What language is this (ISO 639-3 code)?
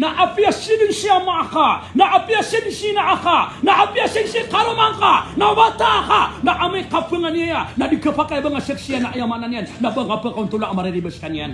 mrw